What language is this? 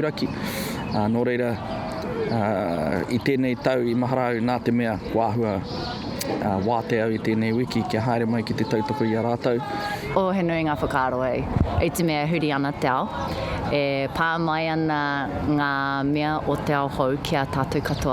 Māori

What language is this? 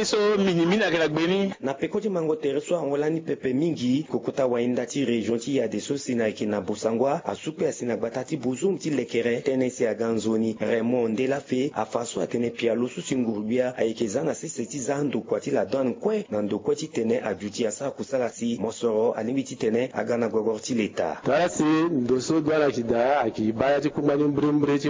Sango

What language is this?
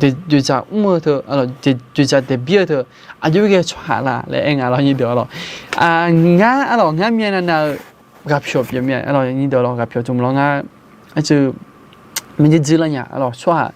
Akha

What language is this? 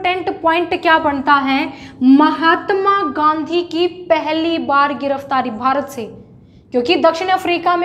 Hindi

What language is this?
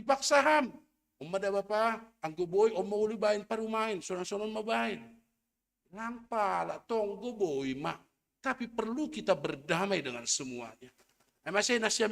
Batak Simalungun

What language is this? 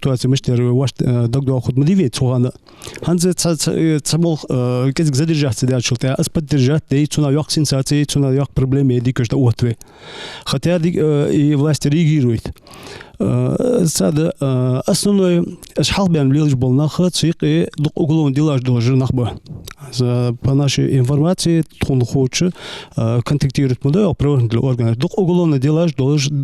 Ingush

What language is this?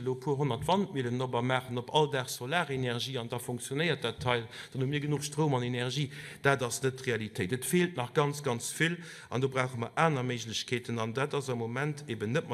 Luxembourgish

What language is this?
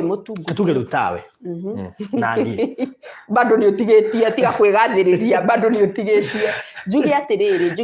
Kikuyu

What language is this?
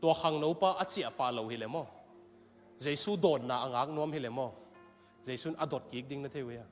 Tedim Chin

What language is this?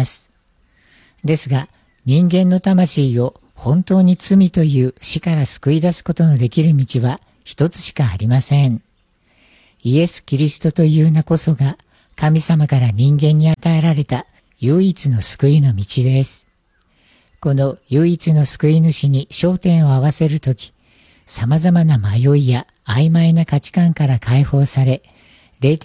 Japanese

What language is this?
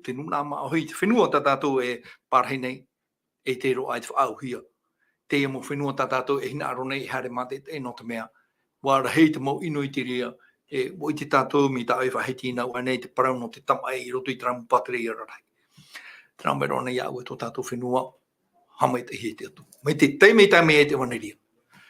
Tahitian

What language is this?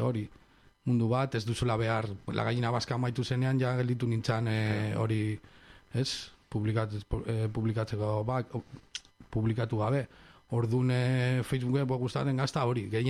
Basque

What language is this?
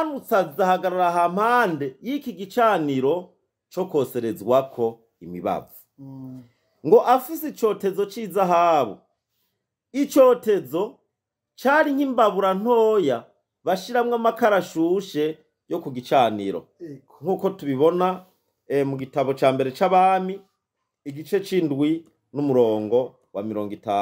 Rundi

